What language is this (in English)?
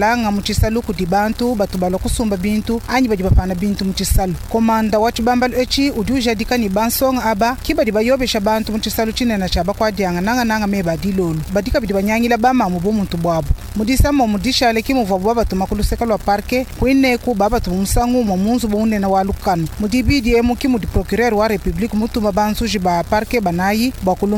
Luba-Lulua